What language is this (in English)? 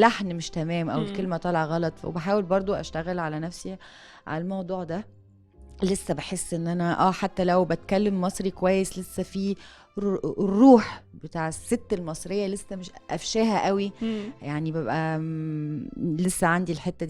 Egyptian Arabic